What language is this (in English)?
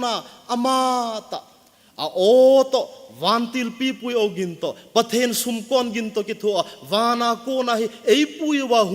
Thado Chin